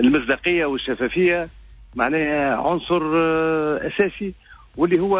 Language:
Tunisian Arabic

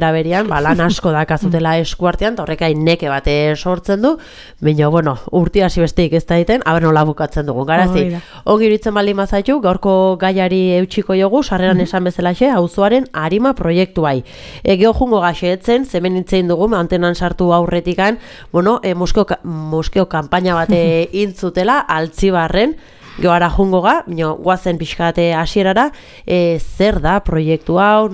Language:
Basque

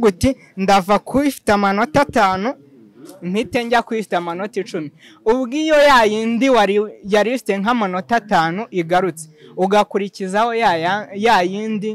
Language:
Kinyarwanda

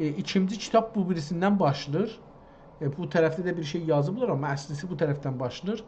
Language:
South Azerbaijani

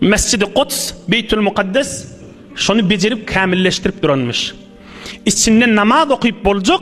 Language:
Turkmen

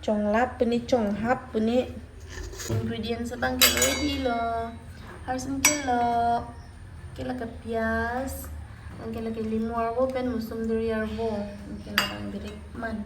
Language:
Karbi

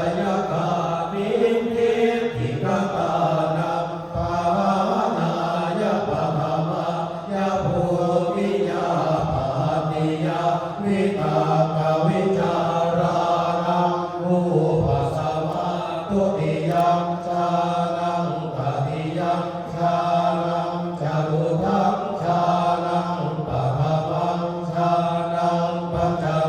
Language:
Pali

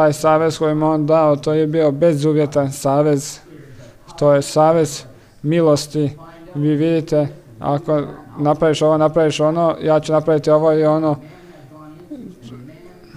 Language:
Croatian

